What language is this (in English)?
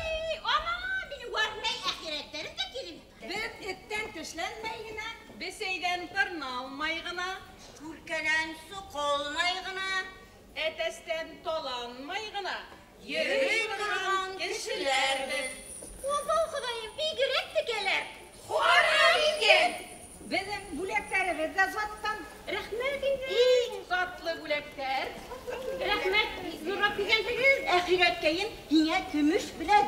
Bashkir